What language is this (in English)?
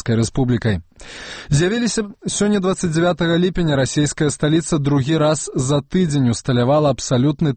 Belarusian